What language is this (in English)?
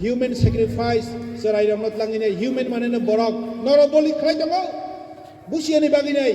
Kok Borok